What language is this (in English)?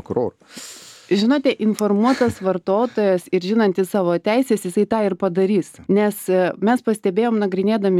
Lithuanian